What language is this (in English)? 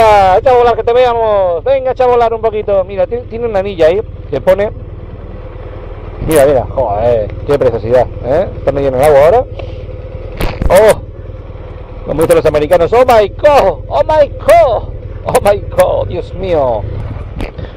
Spanish